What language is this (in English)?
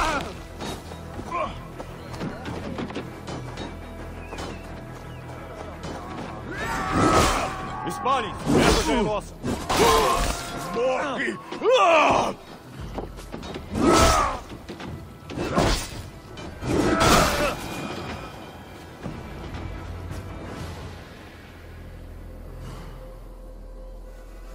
Portuguese